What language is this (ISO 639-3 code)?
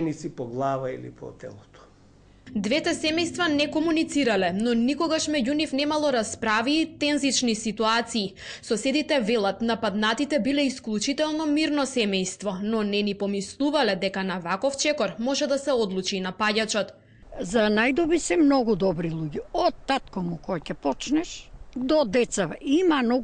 mkd